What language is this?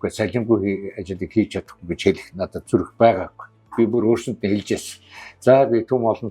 Mongolian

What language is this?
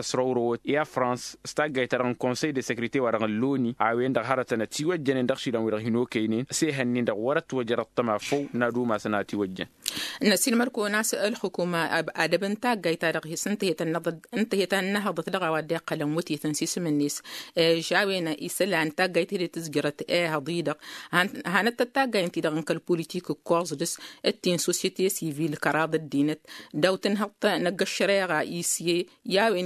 Tamasheq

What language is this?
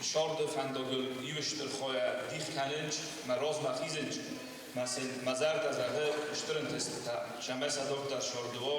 Ossetic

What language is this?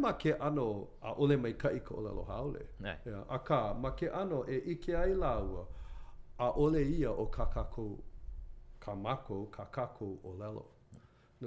Hawaiian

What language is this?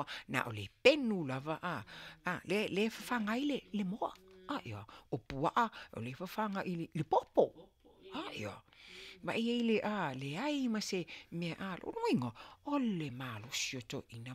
Samoan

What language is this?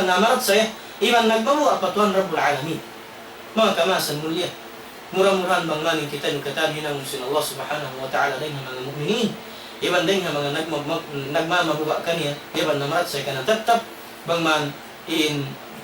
Tausug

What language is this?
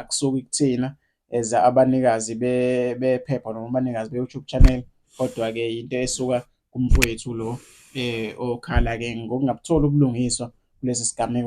Zulu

